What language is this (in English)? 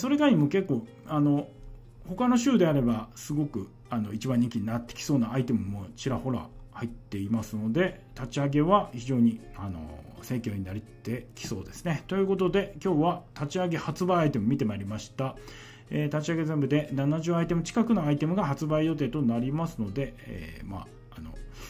Japanese